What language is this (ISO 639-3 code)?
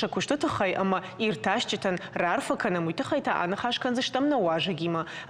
oss